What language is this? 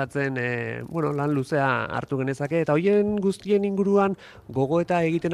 Basque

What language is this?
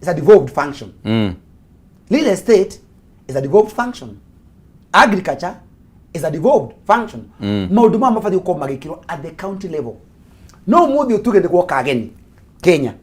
Kikuyu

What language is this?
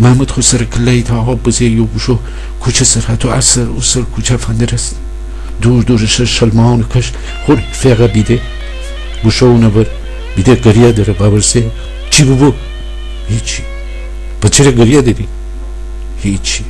Gilaki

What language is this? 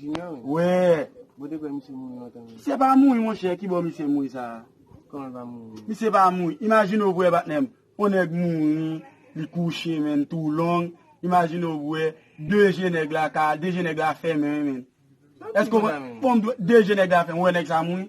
Haitian Creole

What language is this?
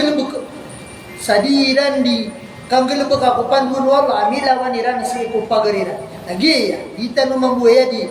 Maranao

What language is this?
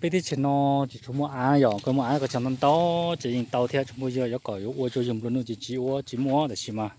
Hmong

